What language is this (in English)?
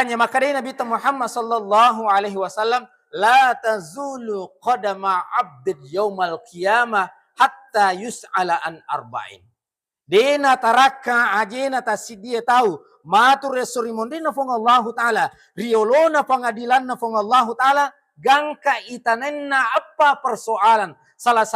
Buginese